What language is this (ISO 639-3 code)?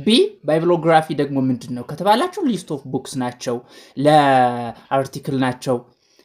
amh